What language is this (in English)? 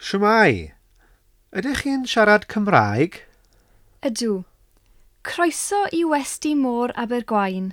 Welsh